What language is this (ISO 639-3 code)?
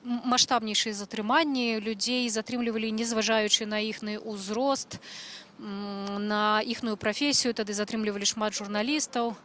bel